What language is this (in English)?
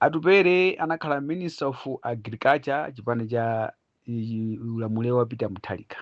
Nyanja